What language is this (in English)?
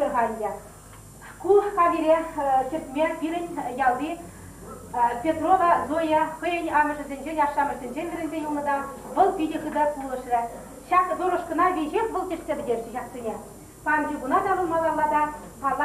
Chuvash